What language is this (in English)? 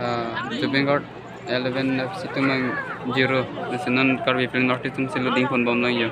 Karbi